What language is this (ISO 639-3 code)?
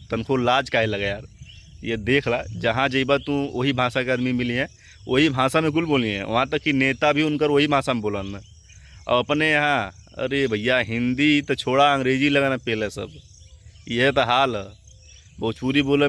bho